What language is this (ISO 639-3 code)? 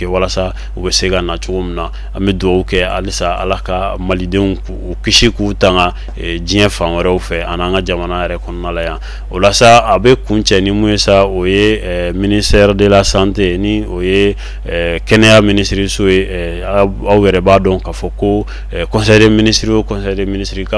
bam